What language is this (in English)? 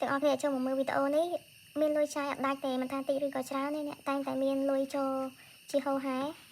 Khmer